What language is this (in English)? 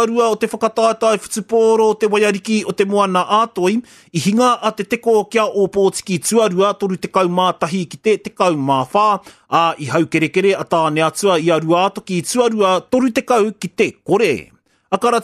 Māori